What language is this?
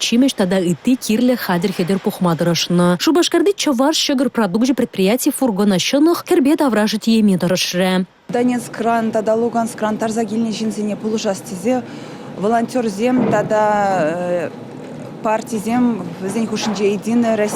Chuvash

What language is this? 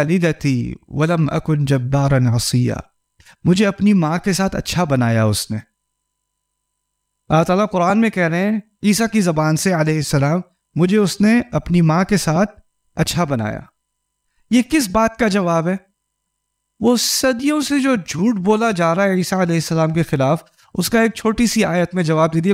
Urdu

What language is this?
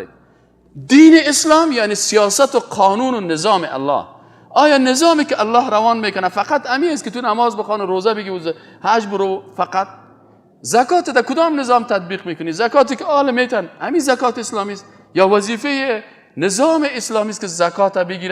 Persian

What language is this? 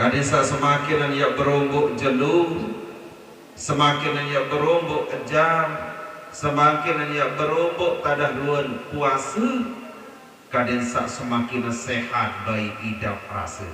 Sasak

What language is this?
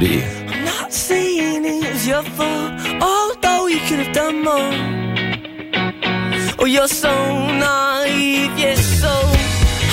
German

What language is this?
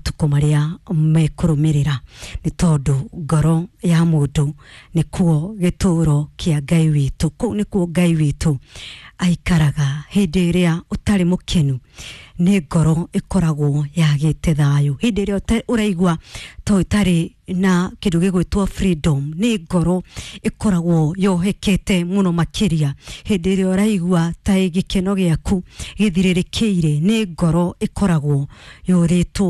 Kikuyu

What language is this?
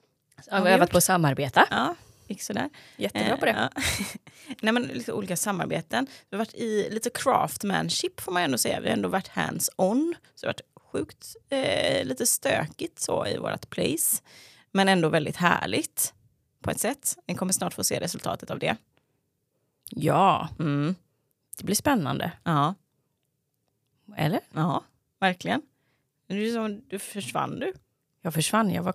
Swedish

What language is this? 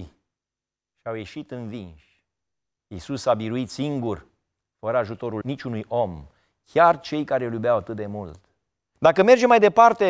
Romanian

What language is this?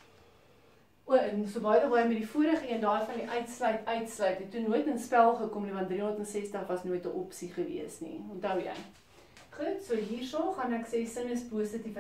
Afrikaans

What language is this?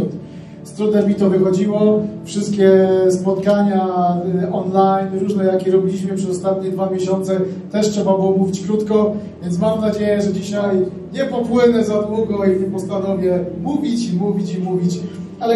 Polish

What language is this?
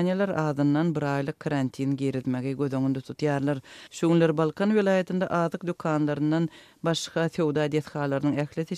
Turkmen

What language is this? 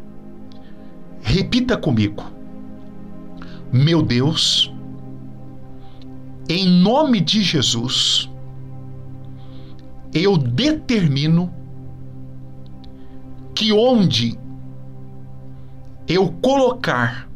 Portuguese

